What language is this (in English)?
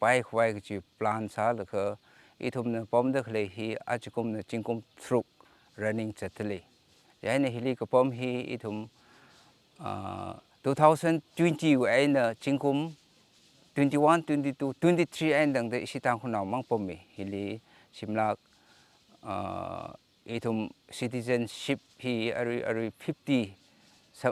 Tangkhul Naga (India)